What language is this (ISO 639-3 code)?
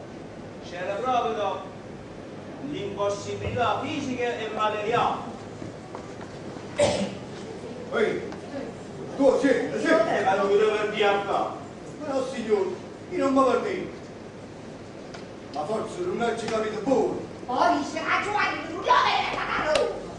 ita